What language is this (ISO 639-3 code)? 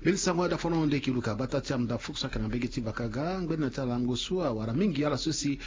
sag